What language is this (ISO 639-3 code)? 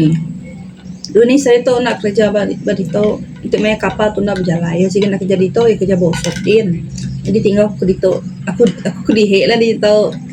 iba